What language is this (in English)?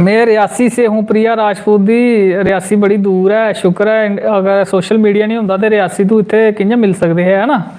Dogri